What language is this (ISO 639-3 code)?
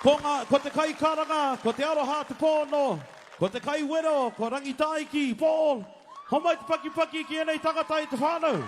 mri